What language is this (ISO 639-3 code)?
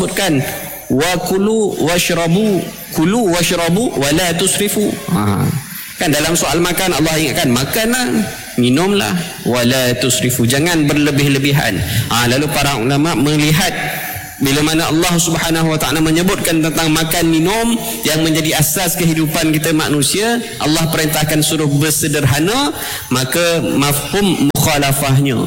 msa